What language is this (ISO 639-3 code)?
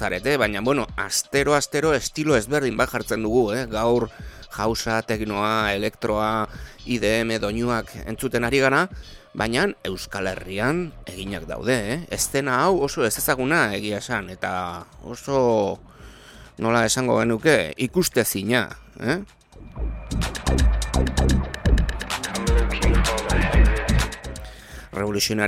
eus